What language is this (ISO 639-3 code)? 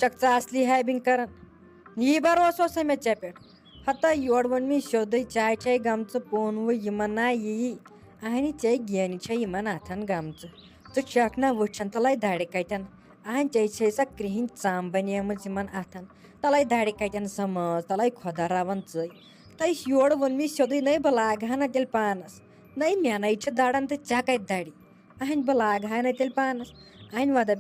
kas